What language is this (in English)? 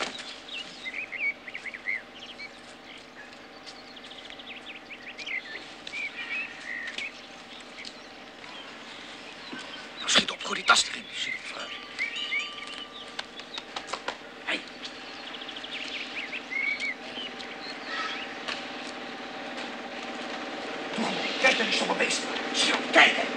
Dutch